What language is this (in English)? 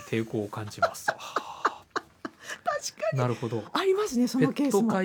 Japanese